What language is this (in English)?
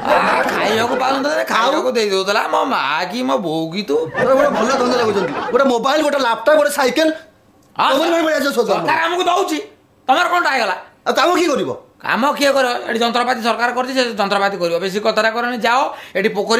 Odia